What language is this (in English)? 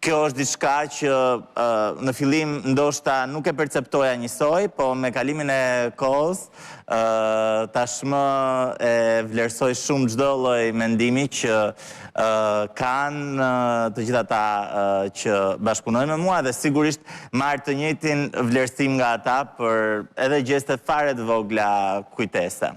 Albanian